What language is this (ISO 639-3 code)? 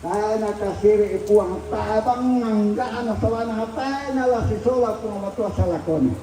sda